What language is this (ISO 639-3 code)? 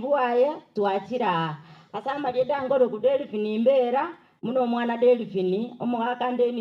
guz